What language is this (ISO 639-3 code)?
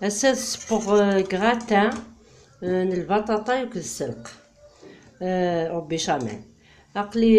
kab